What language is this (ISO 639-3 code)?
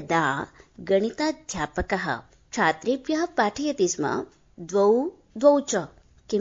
san